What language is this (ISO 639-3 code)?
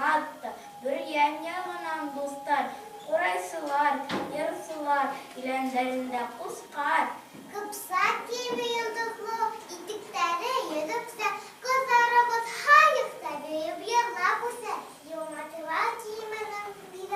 bak